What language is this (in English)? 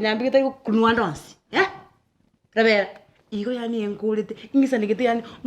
Gusii